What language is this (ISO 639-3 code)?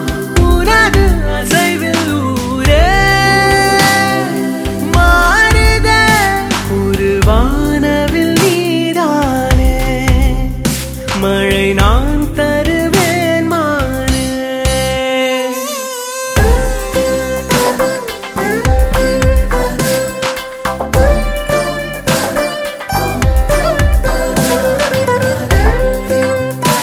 tam